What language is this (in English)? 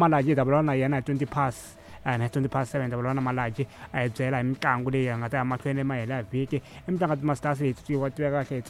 Tsonga